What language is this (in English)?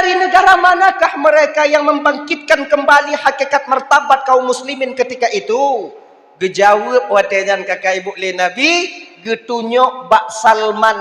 Achinese